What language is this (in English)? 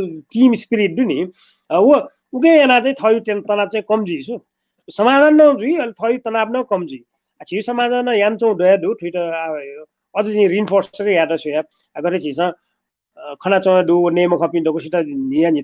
Newari